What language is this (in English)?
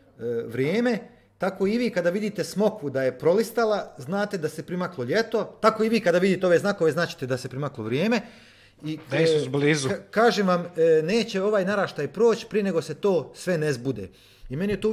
Croatian